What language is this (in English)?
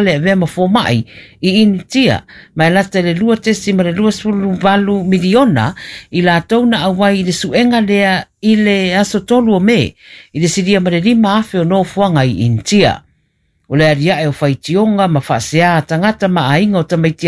Samoan